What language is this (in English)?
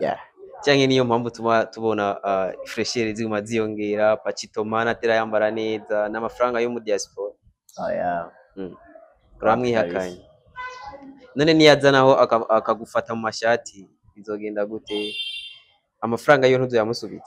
Rundi